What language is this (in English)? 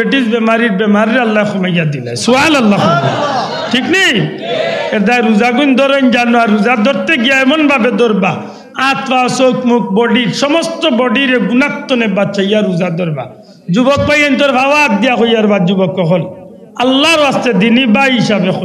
Sylheti